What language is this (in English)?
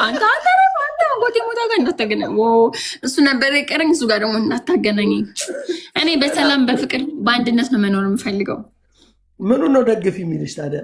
Amharic